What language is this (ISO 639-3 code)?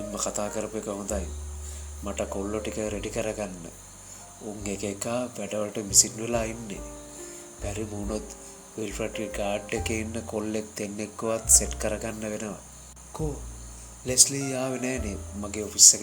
sin